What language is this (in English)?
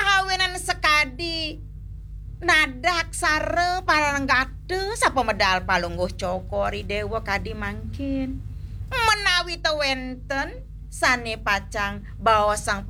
Balinese